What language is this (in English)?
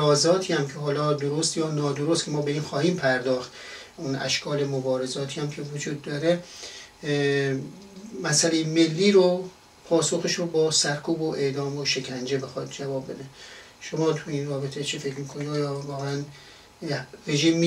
Persian